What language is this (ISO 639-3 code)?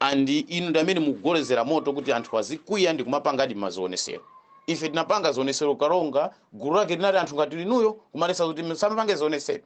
nya